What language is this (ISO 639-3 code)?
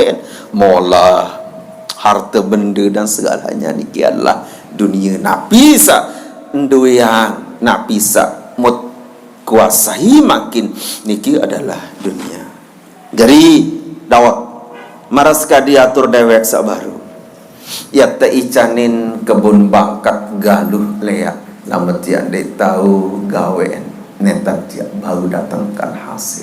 sas